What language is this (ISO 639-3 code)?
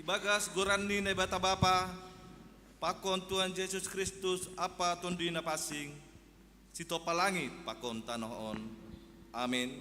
bts